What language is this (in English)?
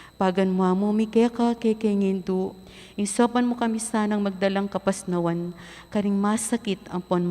Pampanga